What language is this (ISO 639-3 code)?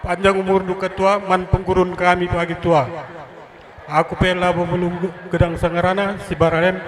btx